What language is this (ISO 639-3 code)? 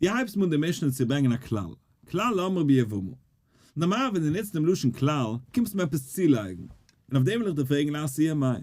yid